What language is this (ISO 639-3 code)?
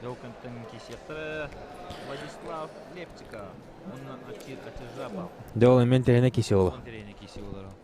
sah